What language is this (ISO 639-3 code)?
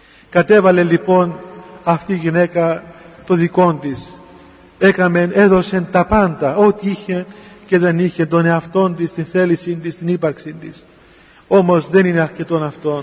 ell